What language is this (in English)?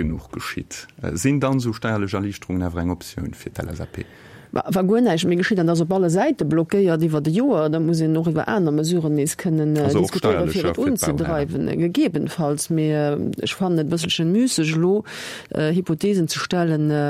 Luxembourgish